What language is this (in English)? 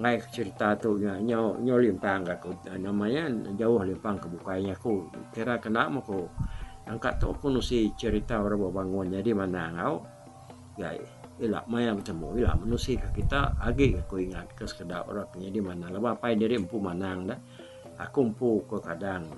Iban